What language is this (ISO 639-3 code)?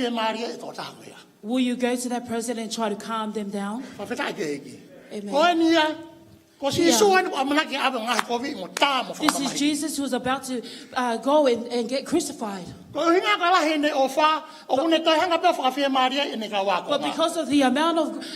ton